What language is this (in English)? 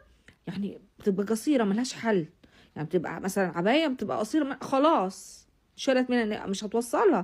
Egyptian Arabic